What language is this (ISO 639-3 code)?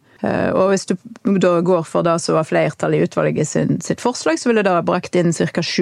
nor